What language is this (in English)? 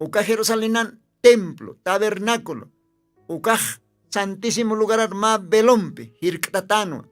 Aymara